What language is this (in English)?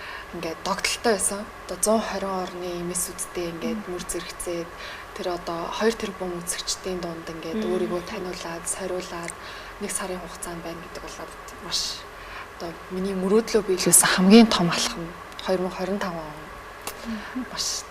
Mongolian